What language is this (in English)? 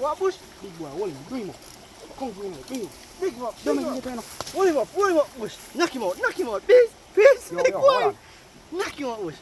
Jamaican Creole English